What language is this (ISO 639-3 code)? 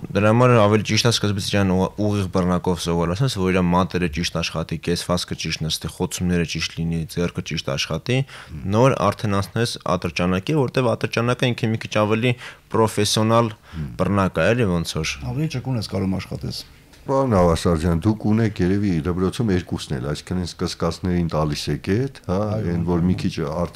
hye